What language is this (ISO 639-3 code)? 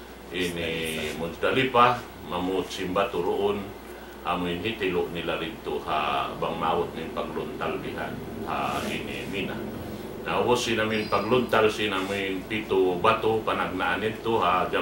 tsg